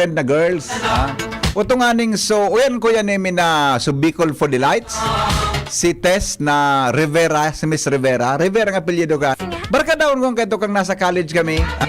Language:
Bikol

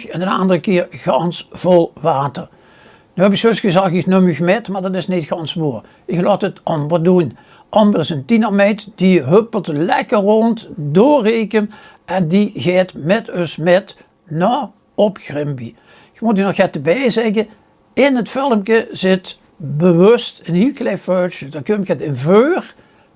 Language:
Limburgish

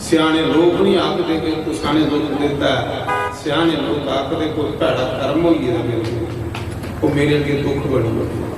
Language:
Dogri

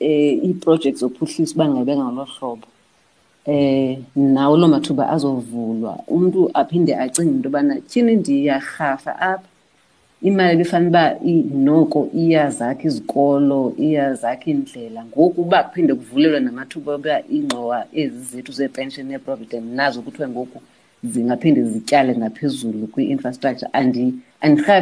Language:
Xhosa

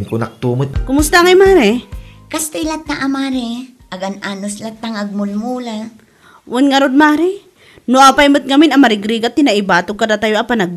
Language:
Iloko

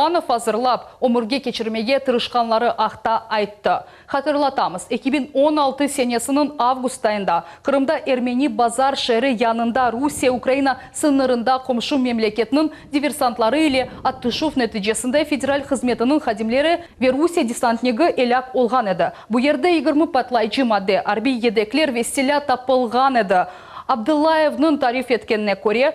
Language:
Crimean Tatar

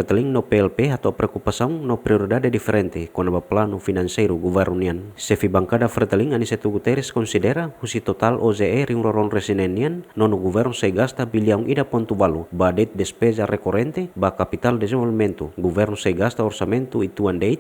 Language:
Tetum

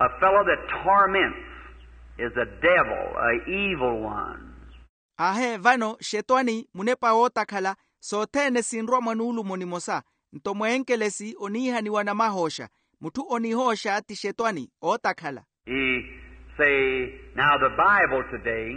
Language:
Makhuwa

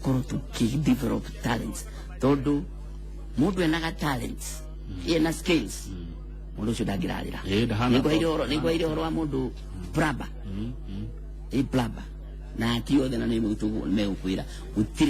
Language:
Kikuyu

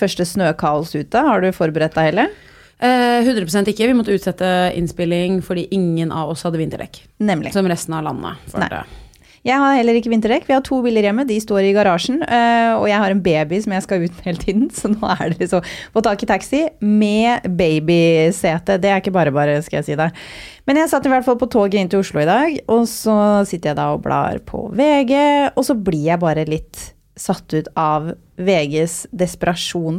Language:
Norwegian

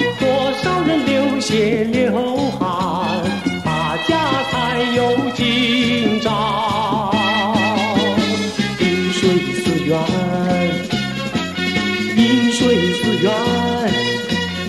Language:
Chinese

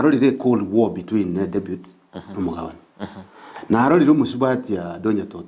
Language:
Gusii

